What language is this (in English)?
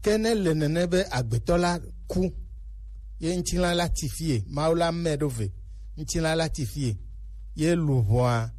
Gen